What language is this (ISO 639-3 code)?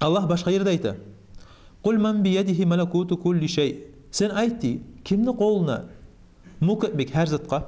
kum